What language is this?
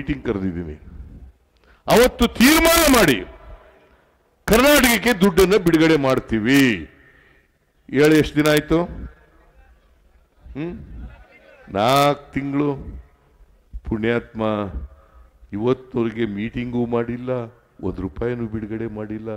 Kannada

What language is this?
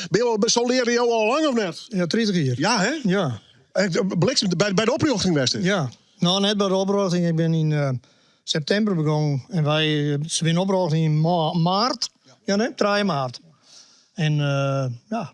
Western Frisian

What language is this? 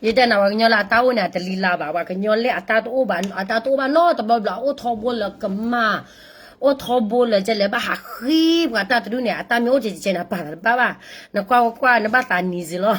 S'gaw Karen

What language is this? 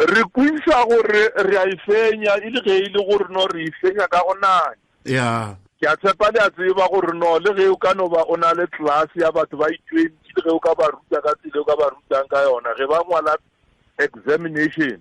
Northern Sotho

